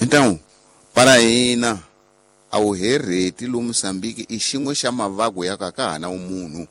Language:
Tsonga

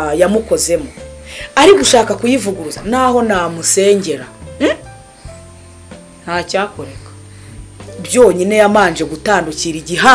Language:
Kinyarwanda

